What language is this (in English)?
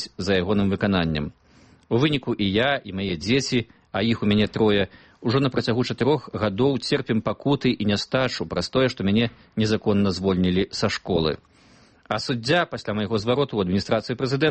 Belarusian